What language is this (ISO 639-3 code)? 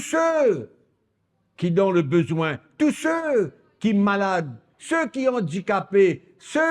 mfe